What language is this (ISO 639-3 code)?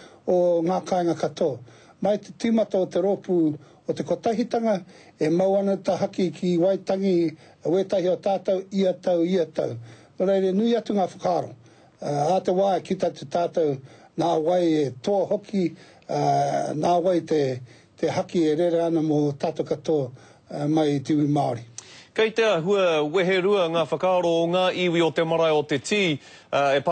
mri